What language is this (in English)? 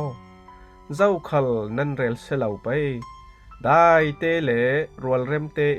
Falam Chin